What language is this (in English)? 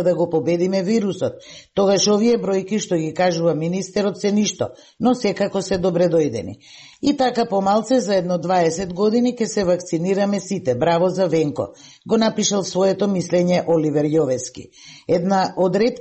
Macedonian